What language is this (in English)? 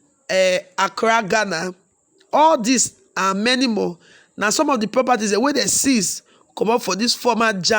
Nigerian Pidgin